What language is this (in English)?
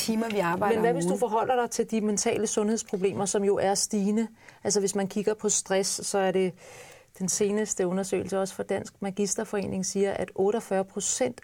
Danish